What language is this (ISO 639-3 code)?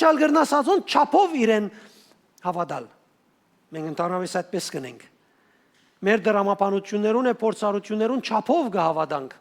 hyw